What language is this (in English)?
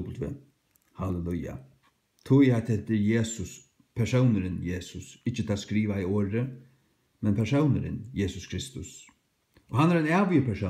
Faroese